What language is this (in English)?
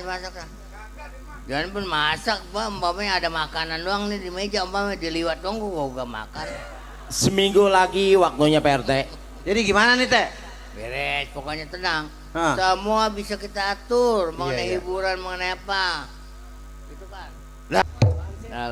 Betawi